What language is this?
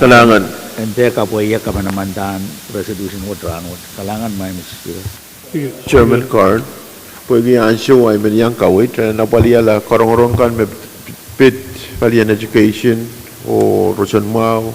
Pohnpeian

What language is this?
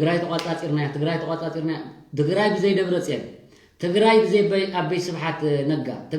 Tigrinya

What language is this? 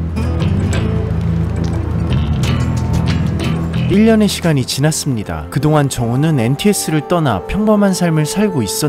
Korean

